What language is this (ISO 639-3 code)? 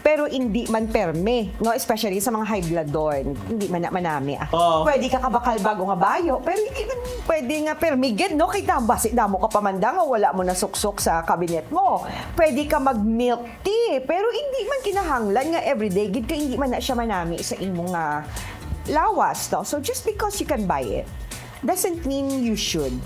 hil